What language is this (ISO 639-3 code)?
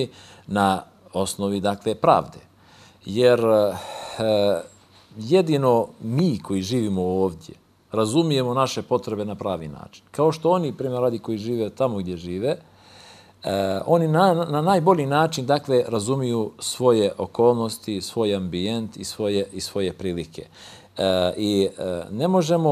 bos